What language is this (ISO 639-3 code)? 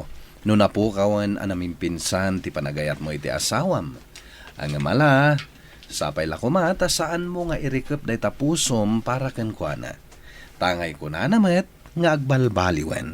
ilo